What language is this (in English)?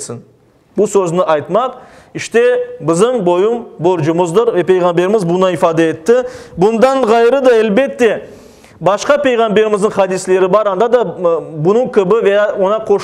Crimean Tatar